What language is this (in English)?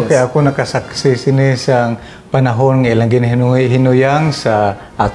Hiligaynon